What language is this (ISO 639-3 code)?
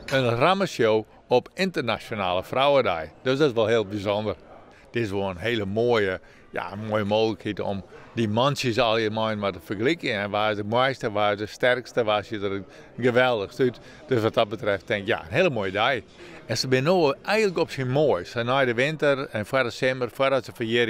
fry